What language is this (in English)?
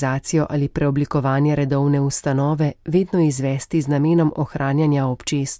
Slovenian